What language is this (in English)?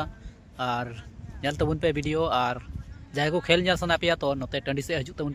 Santali